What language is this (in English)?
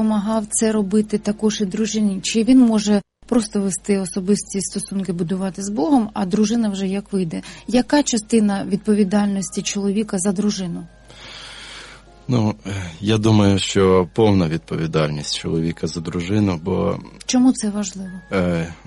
Ukrainian